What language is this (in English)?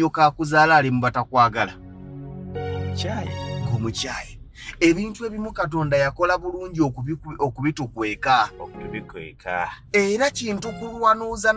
Ganda